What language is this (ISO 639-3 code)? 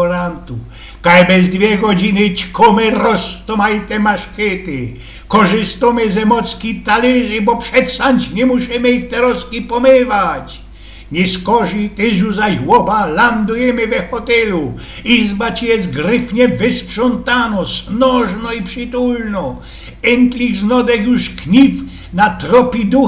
szl